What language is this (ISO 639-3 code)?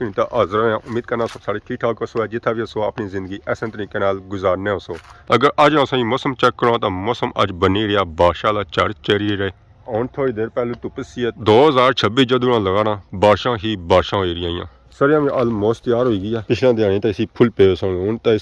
phr